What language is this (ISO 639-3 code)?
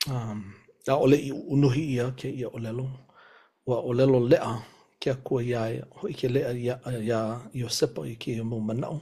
haw